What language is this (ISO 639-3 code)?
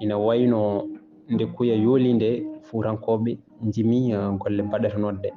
ful